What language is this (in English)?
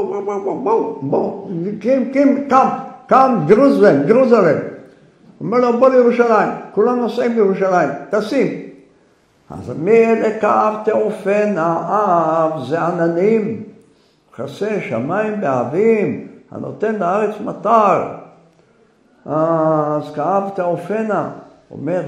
Hebrew